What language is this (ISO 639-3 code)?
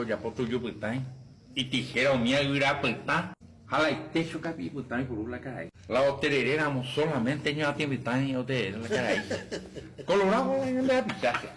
grn